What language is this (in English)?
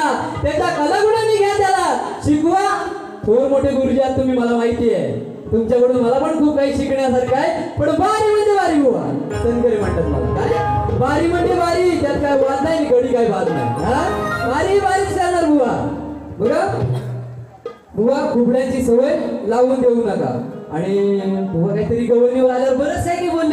Marathi